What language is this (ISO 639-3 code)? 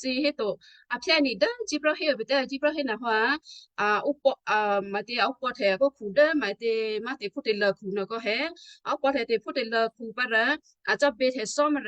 kyu